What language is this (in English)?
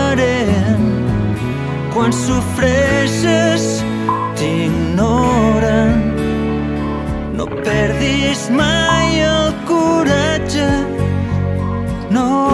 Catalan